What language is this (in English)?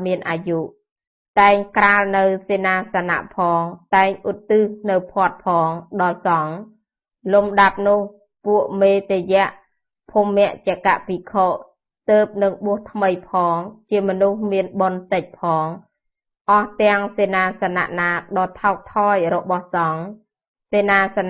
Khmer